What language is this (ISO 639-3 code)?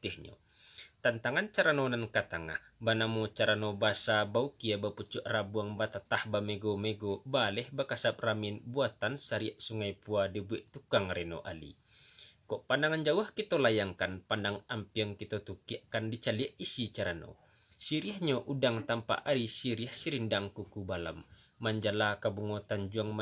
min